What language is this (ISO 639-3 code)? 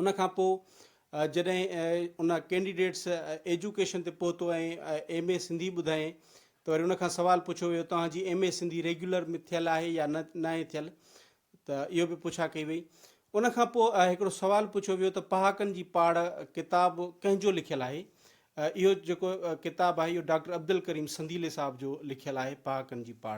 snd